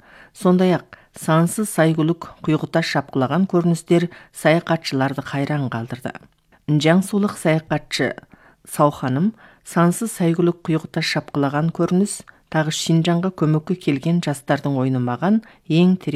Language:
Kazakh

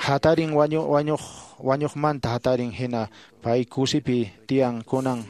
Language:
Quechua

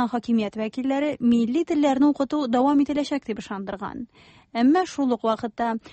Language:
Tatar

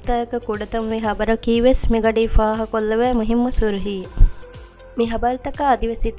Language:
Divehi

